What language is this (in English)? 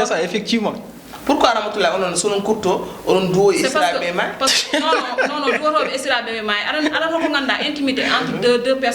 Fula